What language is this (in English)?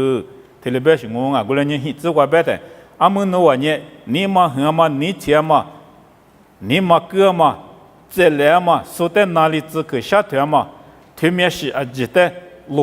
Lisu